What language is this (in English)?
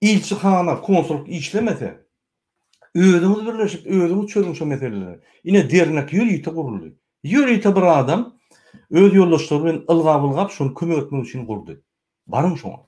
Turkmen